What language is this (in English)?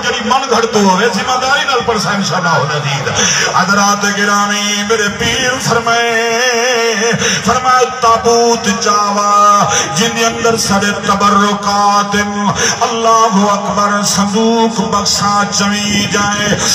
Saraiki